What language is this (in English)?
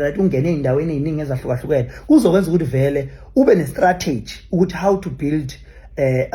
Zulu